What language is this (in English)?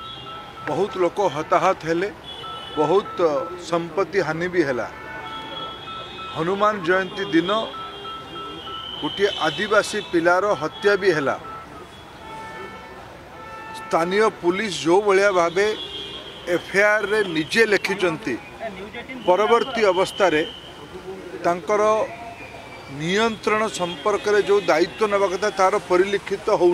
Odia